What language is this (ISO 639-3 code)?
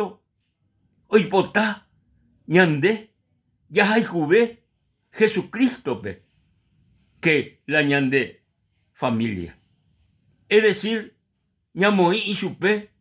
grn